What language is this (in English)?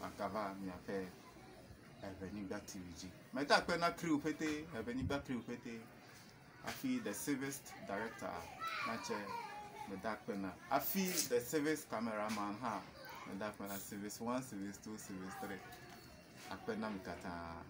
Ewe